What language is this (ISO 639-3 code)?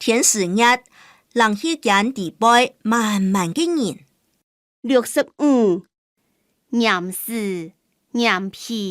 hak